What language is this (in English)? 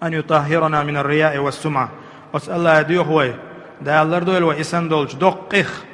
Chechen